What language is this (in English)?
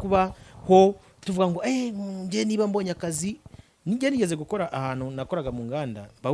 Kinyarwanda